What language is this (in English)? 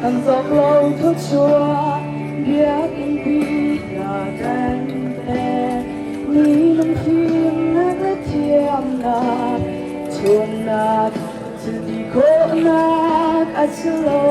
Hakha Chin